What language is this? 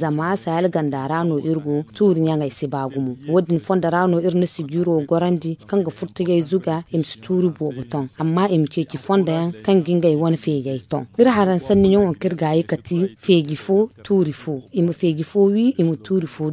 Zarma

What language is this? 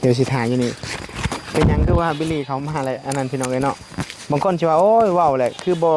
Northeastern Thai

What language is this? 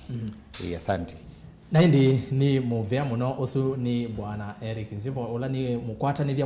Kamba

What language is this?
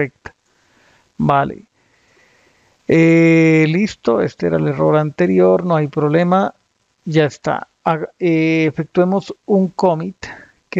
Spanish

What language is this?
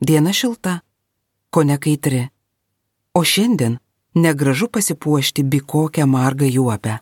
Lithuanian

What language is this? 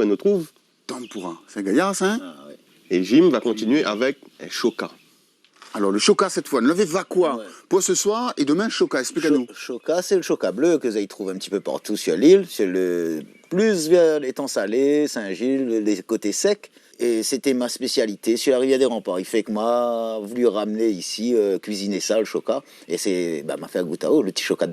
Réunion Creole French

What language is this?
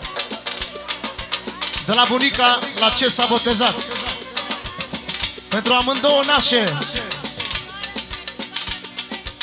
Romanian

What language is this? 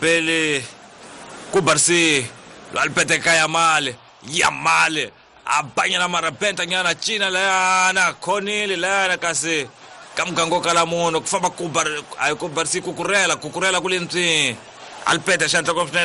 Tsonga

